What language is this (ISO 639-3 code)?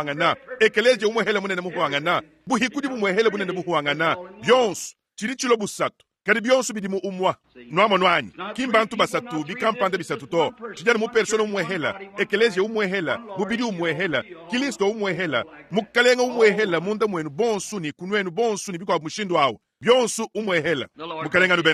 lua